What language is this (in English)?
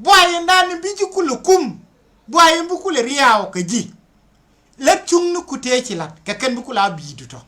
Nuer